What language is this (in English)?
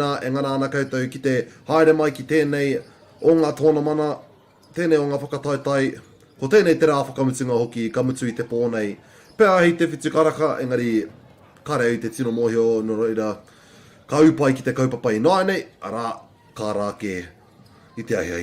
Māori